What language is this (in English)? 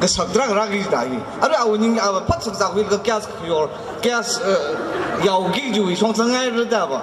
Tangkhul Naga (India)